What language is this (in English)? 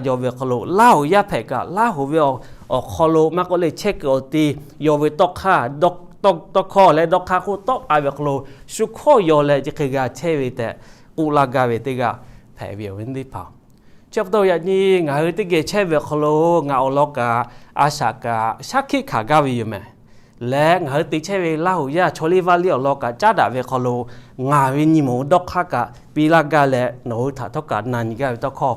Lahu